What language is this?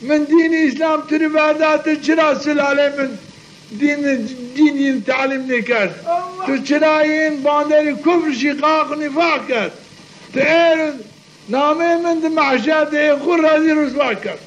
Zaza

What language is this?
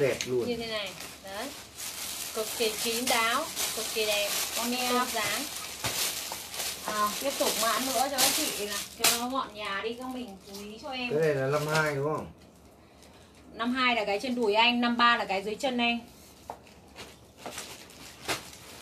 Vietnamese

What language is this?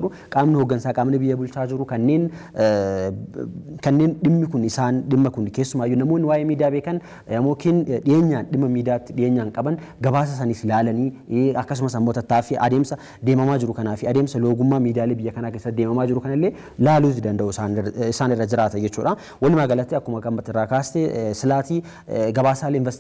Oromo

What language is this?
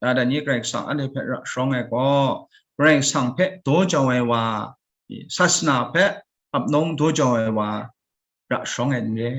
Kachin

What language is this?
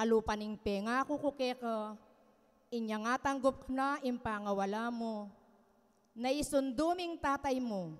Pampanga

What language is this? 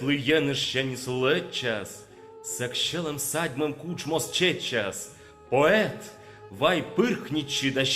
Komi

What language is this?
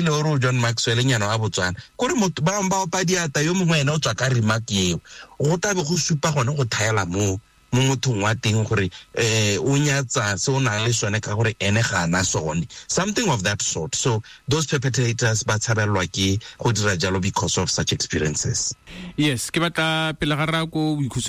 Tswana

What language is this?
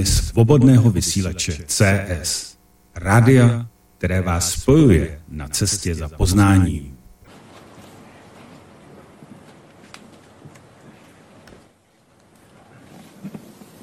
Czech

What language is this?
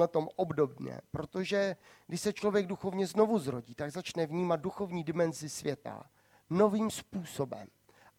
Czech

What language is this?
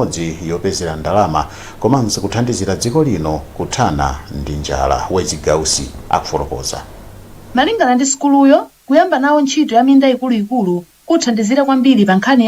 Nyanja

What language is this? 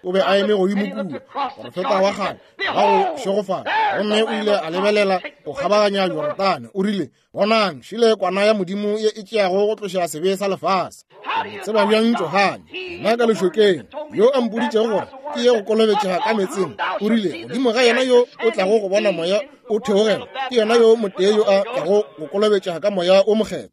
Northern Sotho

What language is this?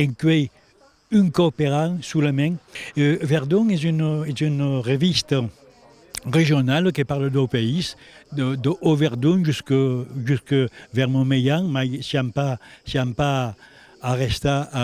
Occitan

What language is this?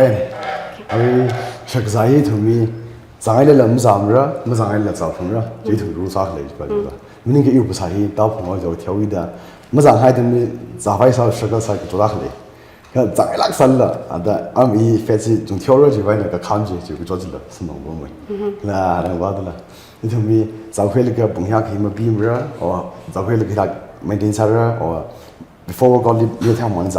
Tangkhul Naga (India)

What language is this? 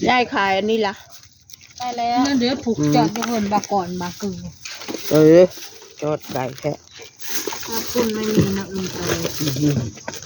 Northeastern Thai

